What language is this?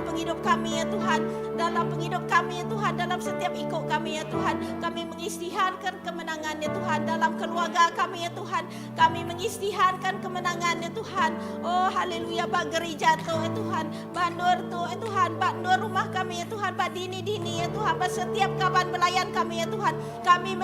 Iban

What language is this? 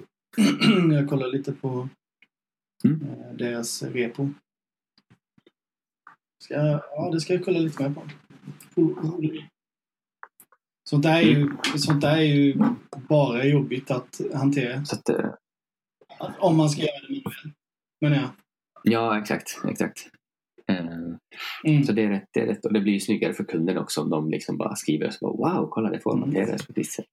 Swedish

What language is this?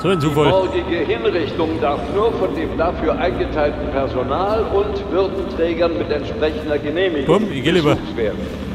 Bavarian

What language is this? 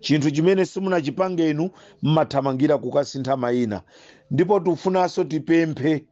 Nyanja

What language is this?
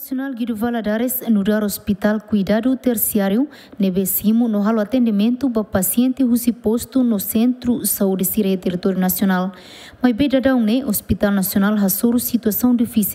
Tetum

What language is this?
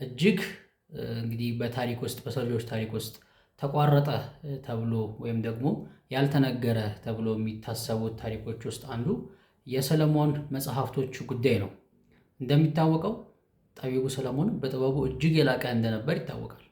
Amharic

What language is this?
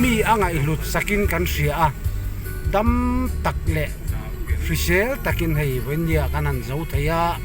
Mizo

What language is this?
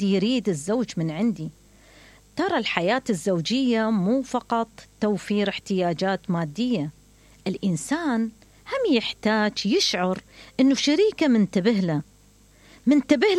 Mesopotamian Arabic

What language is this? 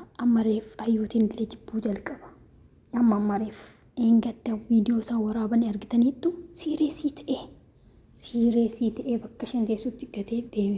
Oromo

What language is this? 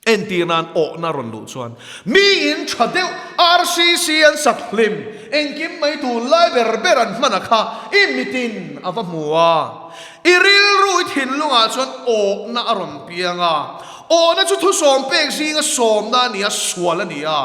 Mizo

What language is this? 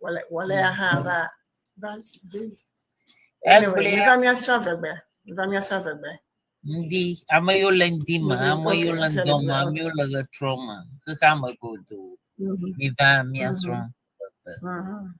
Ewe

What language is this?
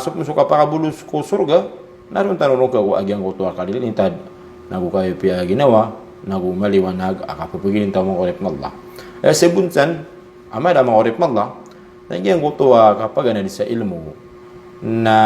Maranao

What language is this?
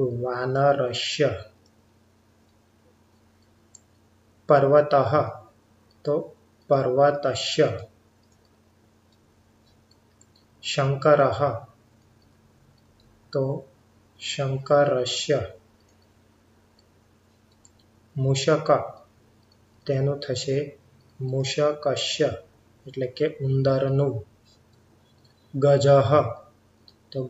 Gujarati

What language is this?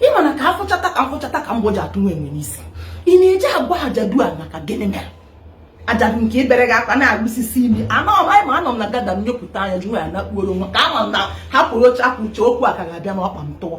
Igbo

